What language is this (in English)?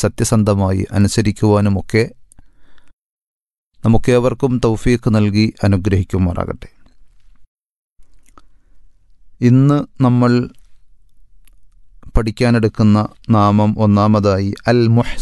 Malayalam